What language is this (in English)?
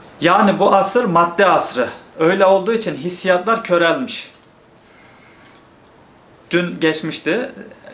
Turkish